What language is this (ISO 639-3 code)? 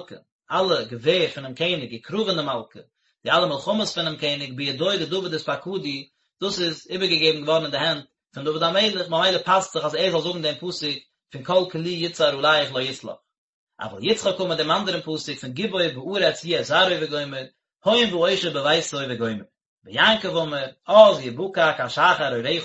yid